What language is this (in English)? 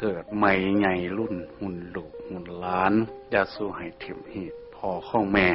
Northeastern Thai